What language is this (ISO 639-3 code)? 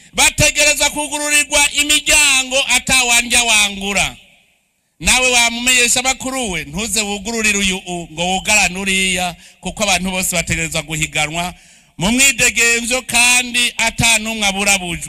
run